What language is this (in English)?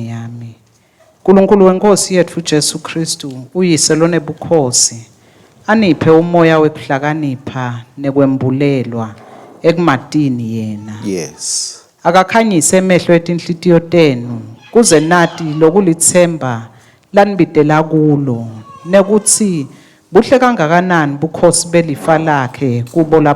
Swati